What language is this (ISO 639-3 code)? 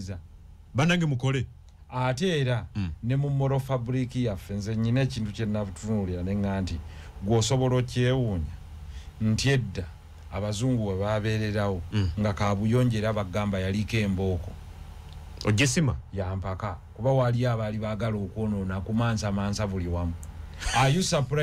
lug